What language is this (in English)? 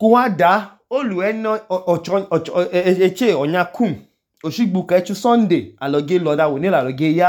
Idoma